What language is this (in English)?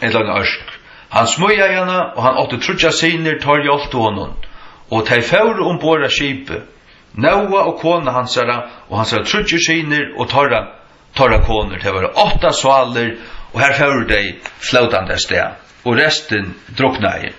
Faroese